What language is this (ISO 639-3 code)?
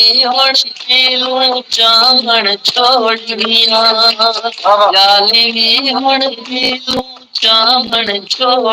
skr